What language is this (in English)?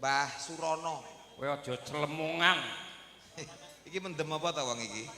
Javanese